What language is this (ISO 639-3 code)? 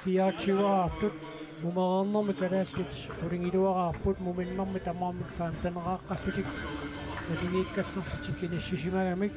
kal